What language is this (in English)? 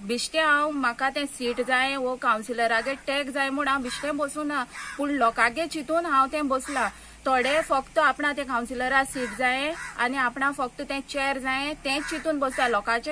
Konkani